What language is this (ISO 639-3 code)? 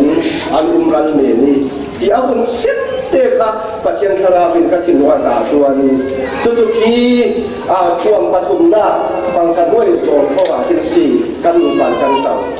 cfm